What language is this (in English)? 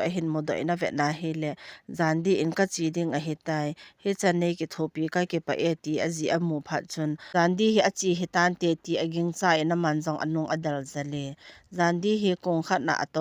Thado Chin